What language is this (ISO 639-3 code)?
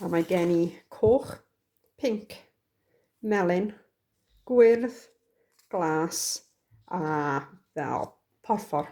cym